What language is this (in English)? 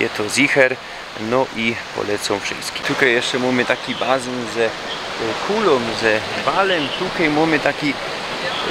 Silesian